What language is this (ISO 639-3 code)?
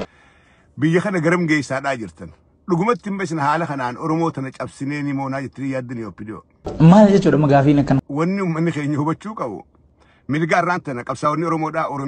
orm